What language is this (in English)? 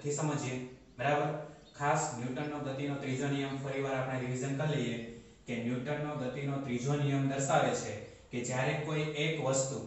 Gujarati